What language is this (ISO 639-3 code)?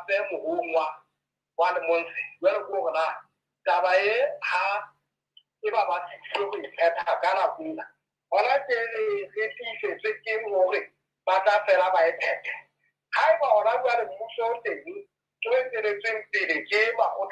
sot